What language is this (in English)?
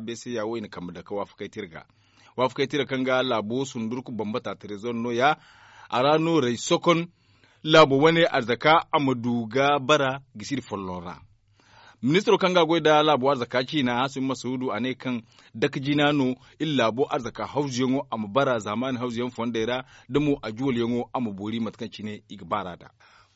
Zarma